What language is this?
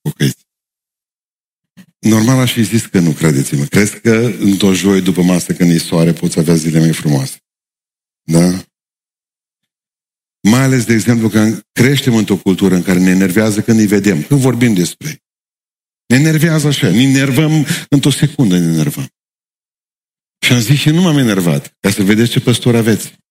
Romanian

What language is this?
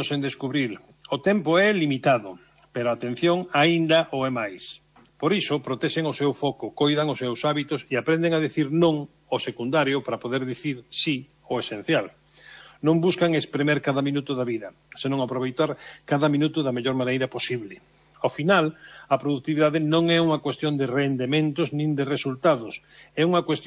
Galician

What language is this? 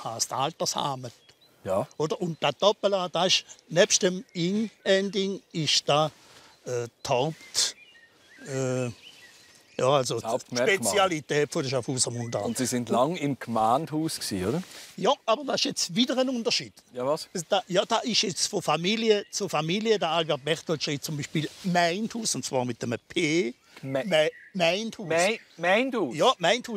Swiss German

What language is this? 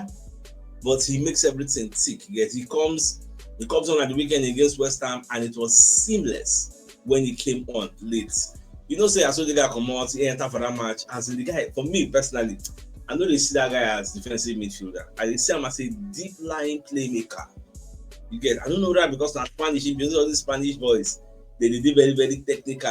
Nigerian Pidgin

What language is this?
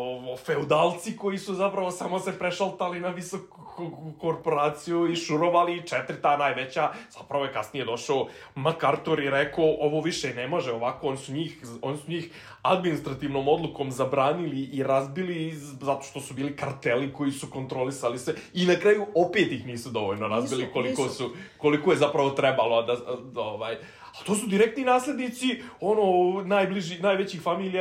Serbian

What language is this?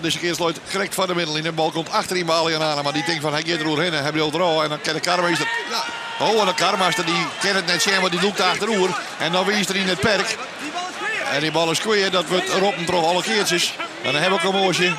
Western Frisian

